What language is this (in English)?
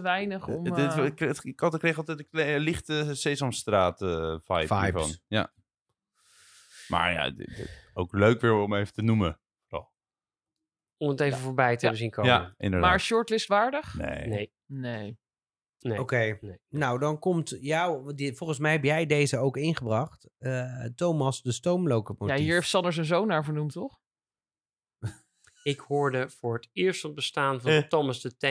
Dutch